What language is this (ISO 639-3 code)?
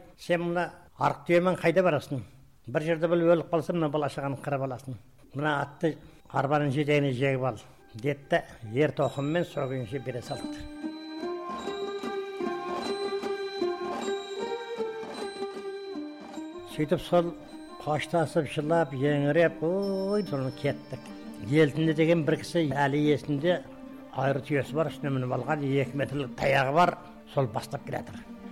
kaz